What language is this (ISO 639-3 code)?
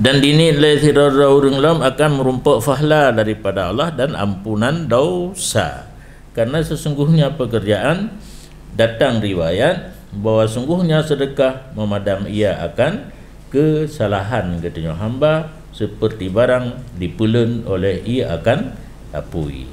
ace